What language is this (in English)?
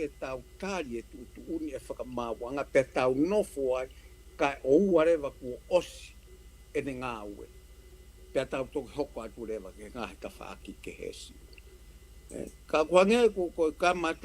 Tongan